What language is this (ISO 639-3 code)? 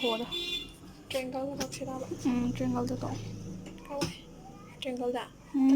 mni